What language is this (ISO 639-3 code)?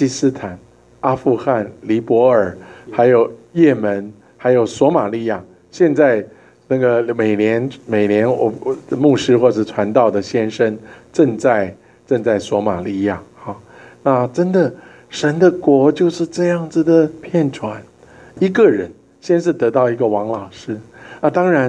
zho